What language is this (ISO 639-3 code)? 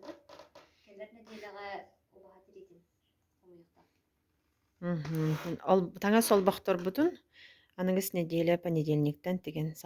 sah